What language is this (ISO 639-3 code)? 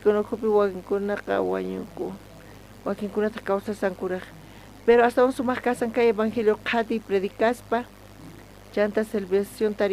quh